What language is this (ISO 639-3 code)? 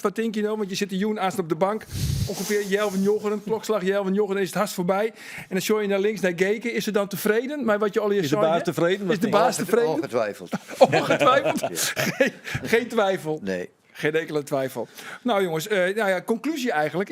fry